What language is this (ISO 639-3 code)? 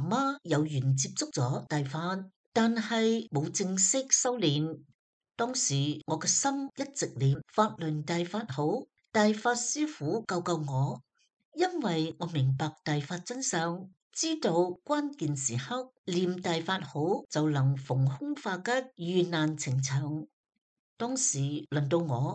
yue